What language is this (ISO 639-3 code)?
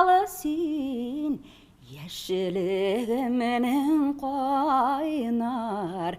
tat